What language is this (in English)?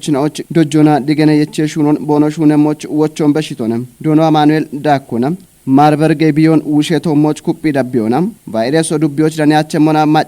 Kafa